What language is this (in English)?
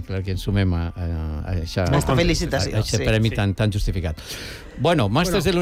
Catalan